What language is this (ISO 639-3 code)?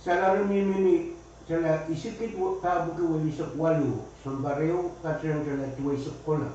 pon